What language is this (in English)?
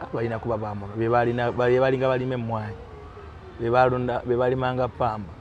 Ganda